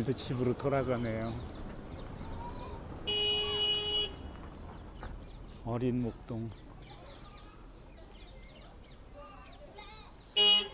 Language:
Korean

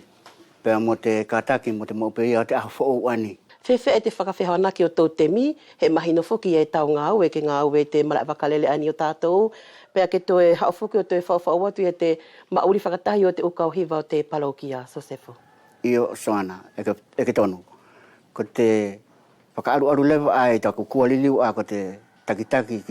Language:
Wallisian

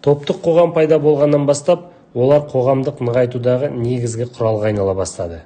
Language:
Kazakh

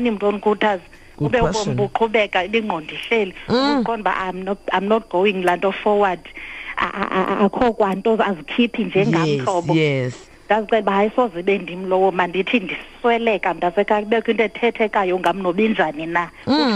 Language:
Xhosa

